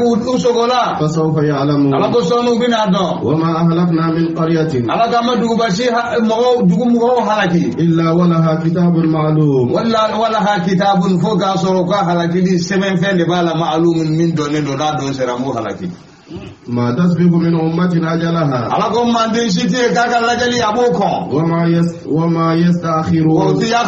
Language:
Bambara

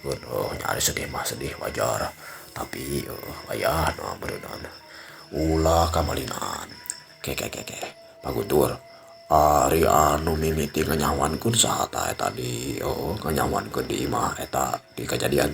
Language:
Sundanese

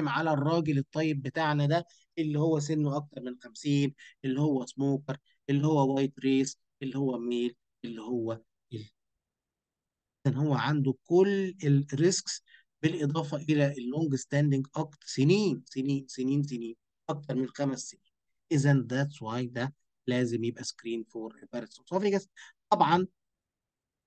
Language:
Egyptian Arabic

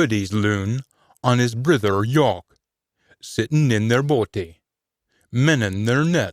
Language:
Scots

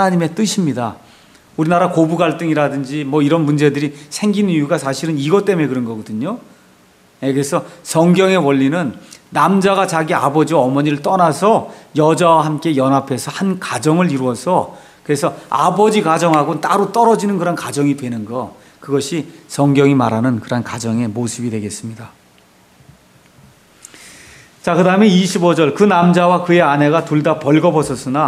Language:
Korean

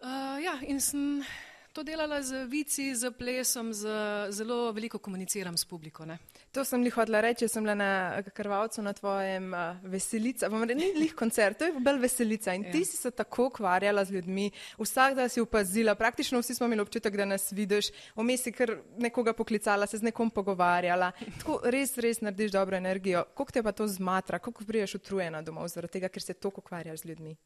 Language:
Slovenian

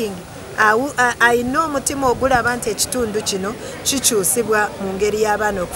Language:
Soga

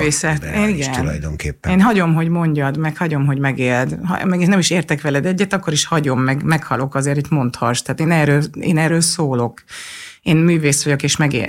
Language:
Hungarian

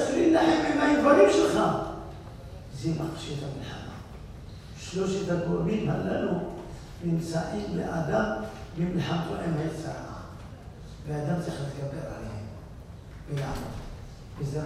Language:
Hebrew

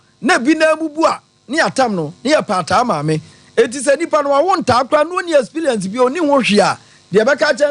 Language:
Akan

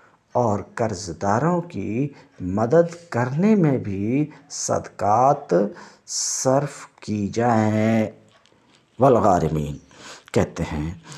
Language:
Urdu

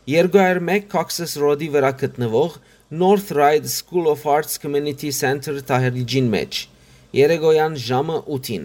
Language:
Western Armenian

